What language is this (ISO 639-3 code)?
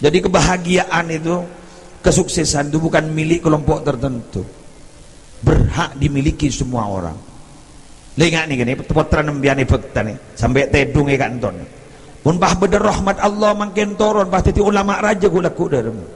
mad